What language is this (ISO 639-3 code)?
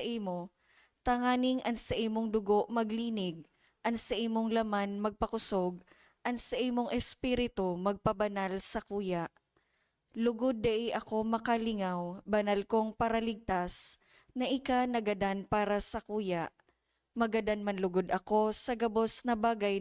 bik